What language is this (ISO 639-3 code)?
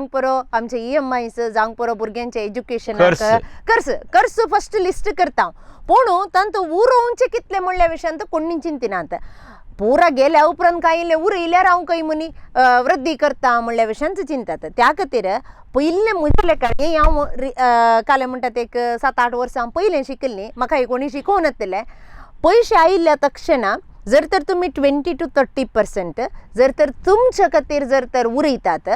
kok